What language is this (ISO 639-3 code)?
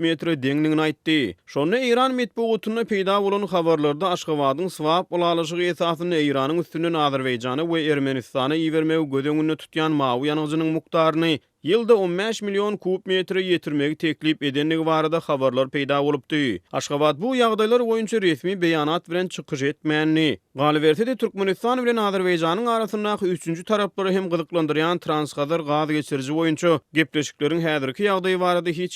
tuk